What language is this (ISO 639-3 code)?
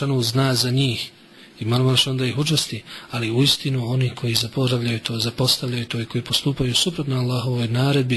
bos